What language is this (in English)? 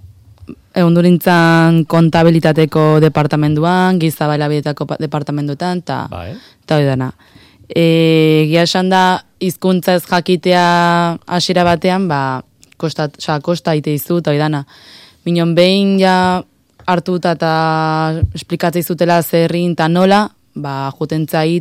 Basque